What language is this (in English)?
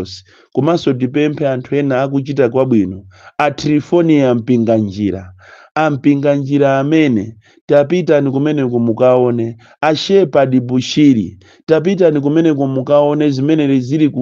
Nyanja